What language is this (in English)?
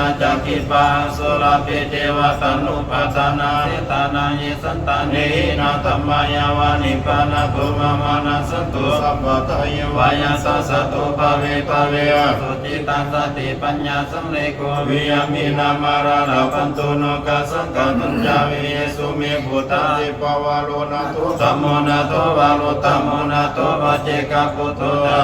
Pali